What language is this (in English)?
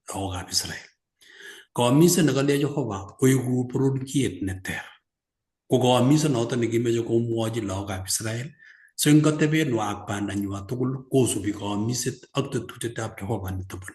Kalenjin